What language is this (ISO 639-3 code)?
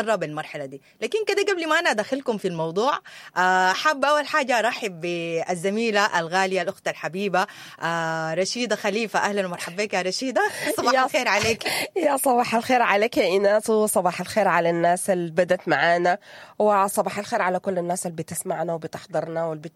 apd